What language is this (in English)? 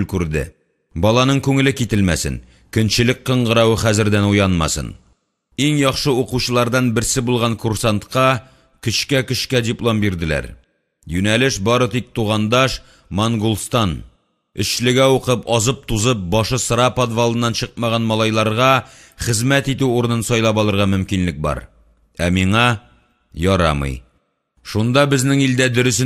Tatar